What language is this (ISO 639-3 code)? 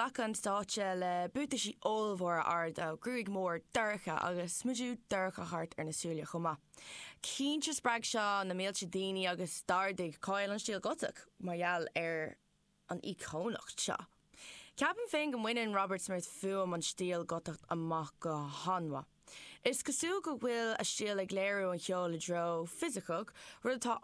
gle